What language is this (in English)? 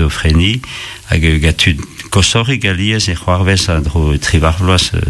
Breton